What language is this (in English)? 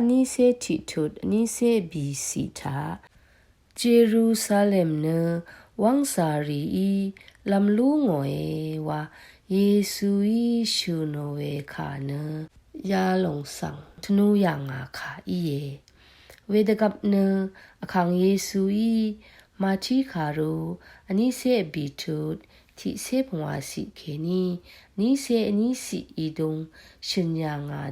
Rawang